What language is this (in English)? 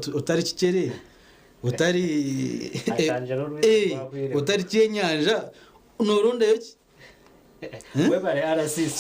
Nyankole